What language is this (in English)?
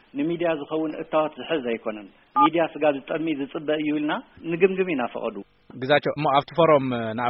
Tigrinya